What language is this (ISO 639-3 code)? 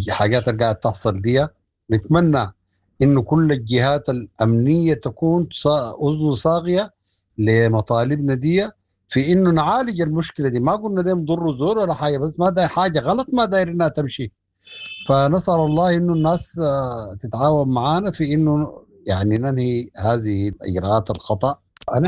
apd